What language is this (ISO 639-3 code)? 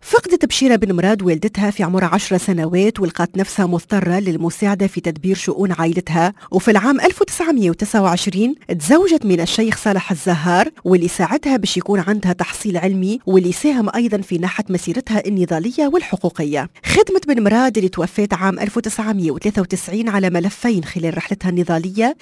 aeb